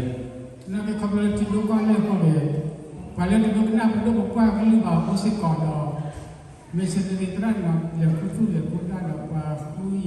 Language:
S'gaw Karen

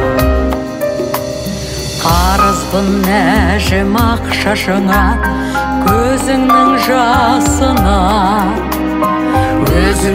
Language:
Kazakh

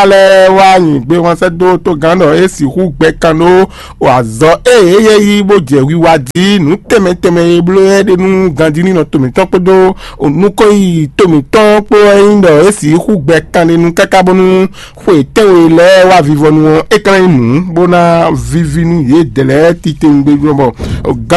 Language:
Fon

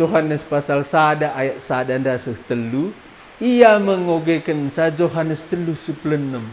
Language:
Batak Karo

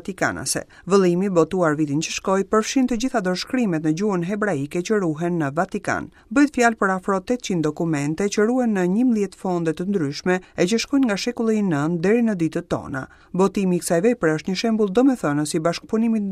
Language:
Albanian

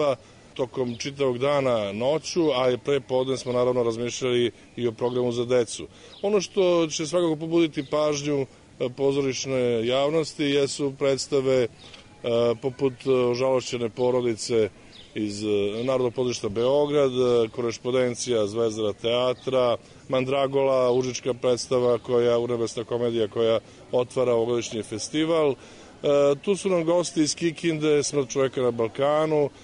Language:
Serbian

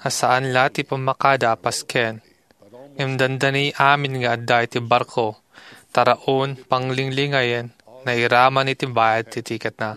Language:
Iloko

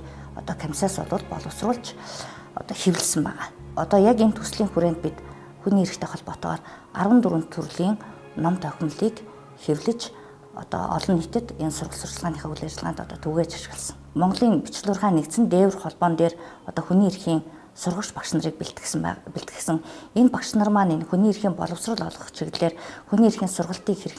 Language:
Mongolian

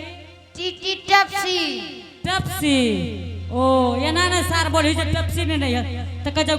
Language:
Angika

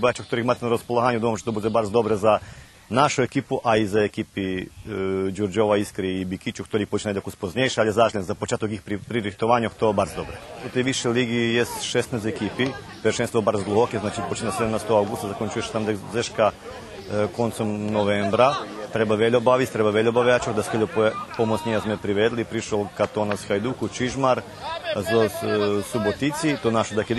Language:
Rusyn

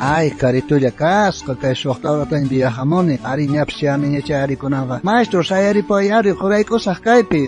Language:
South Bolivian Quechua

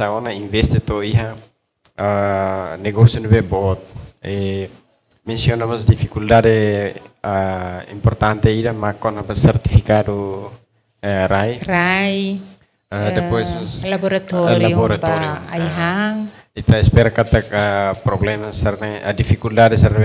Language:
Tetum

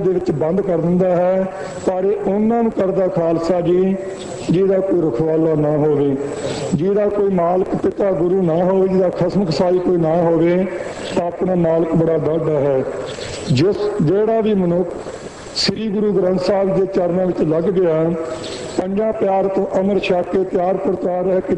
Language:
Punjabi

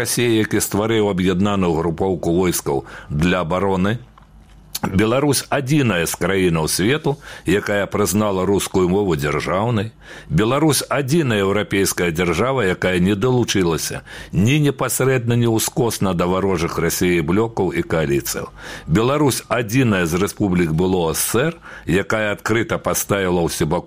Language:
Belarusian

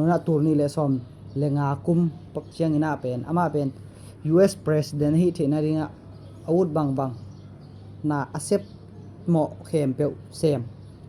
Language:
Tedim Chin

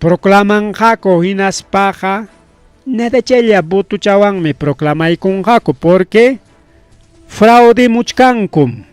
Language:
Ayacucho Quechua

